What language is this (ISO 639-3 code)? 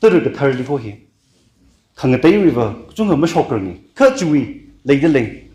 nmf